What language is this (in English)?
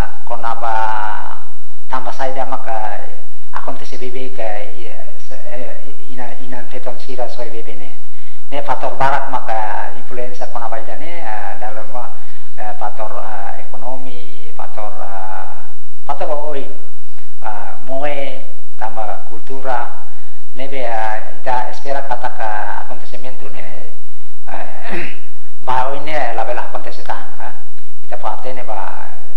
Tetum